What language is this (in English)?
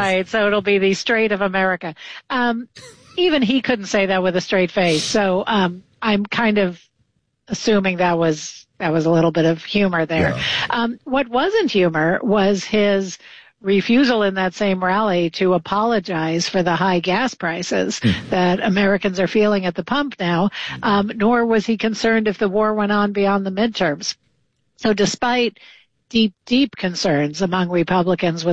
English